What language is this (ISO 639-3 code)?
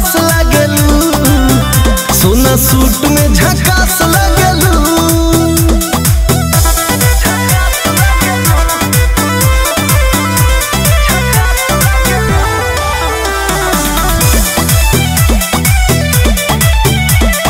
bho